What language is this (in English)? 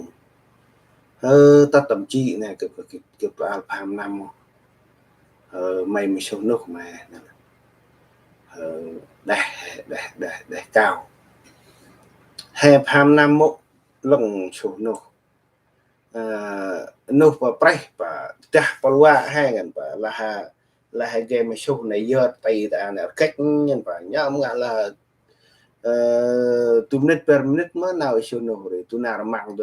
Central Mnong